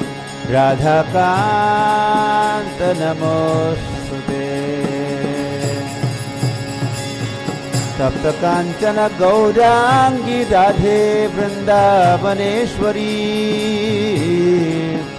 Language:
Hindi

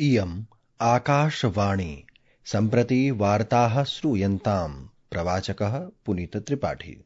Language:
Sanskrit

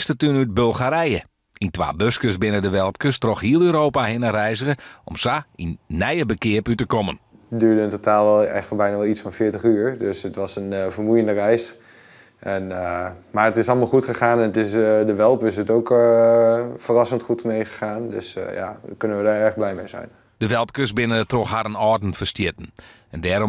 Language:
Western Frisian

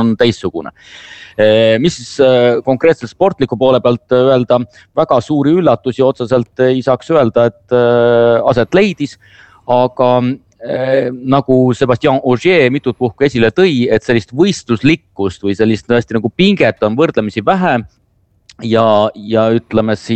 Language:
Estonian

